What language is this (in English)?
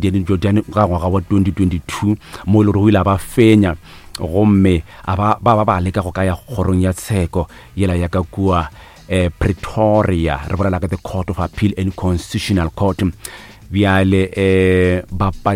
Northern Sotho